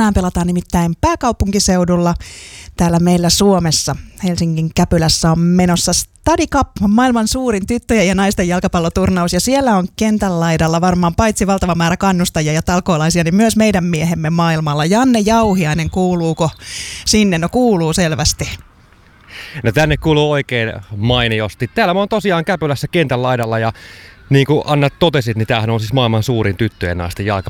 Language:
Finnish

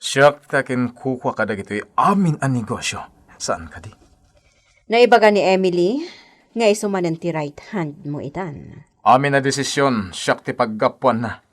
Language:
Iloko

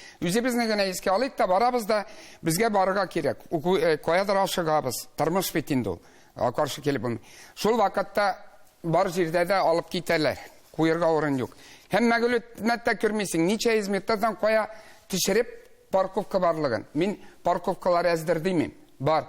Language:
Tatar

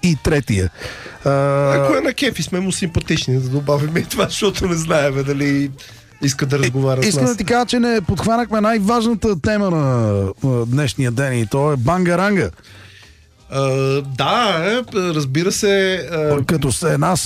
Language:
Bulgarian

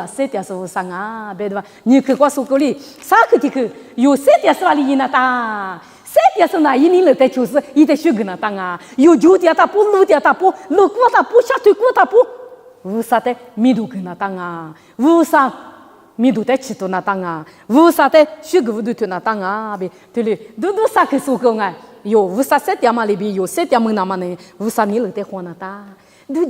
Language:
Lisu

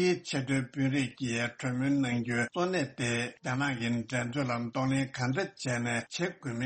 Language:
Tibetan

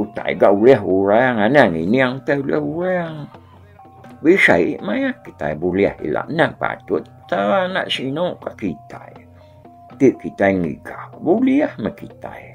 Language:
Iban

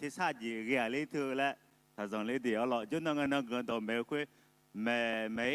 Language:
Akha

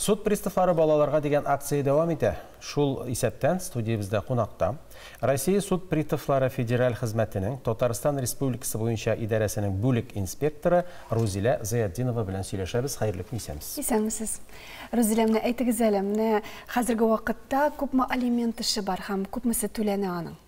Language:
Tatar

